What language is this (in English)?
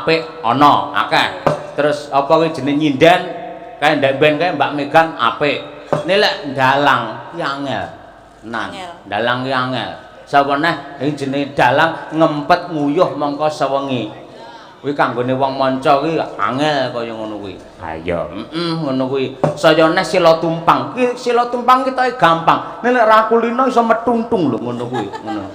Javanese